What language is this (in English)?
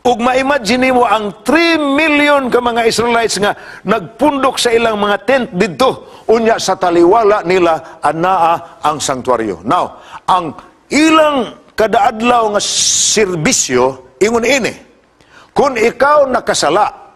Cebuano